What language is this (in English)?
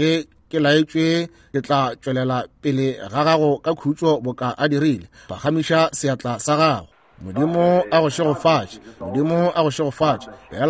Northern Sotho